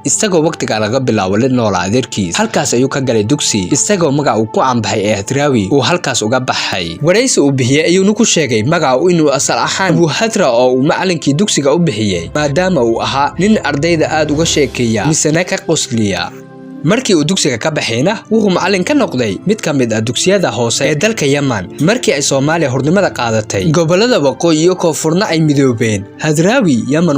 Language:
Somali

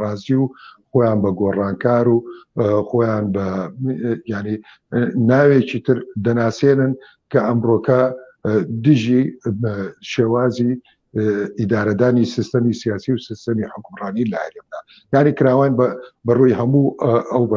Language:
Central Kurdish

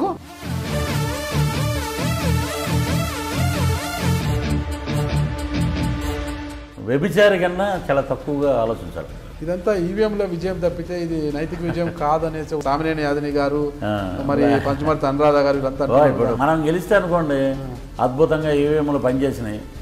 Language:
Telugu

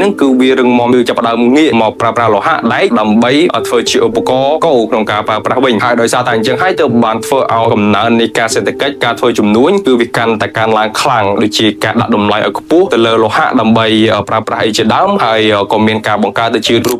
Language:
Khmer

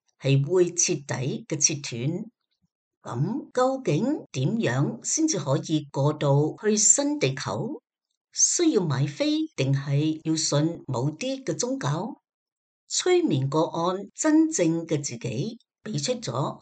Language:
Cantonese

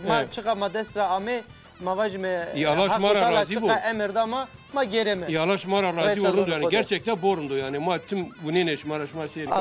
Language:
Zaza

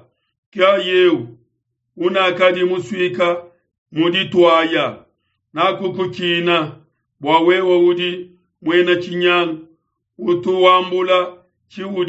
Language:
Luba-Lulua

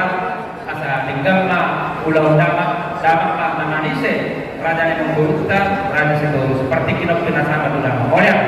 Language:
Batak Toba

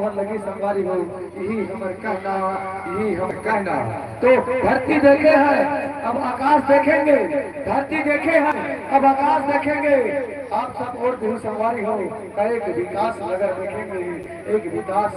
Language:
Chhattisgarhi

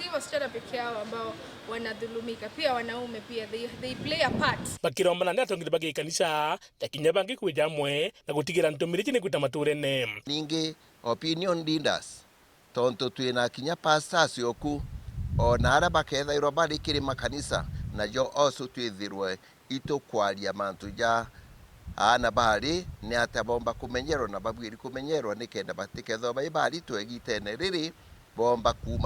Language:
Meru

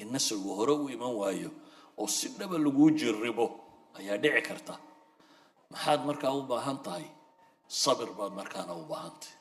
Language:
Somali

